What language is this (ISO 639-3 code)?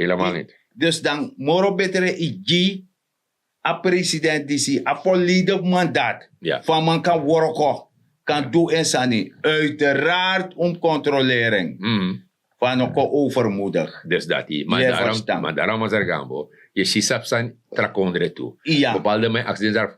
srn